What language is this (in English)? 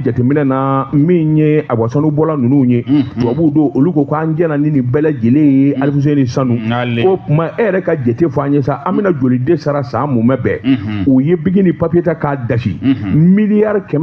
Bambara